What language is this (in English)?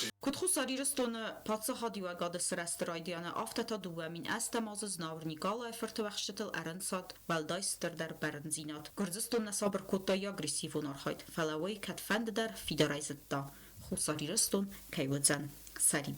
Ossetic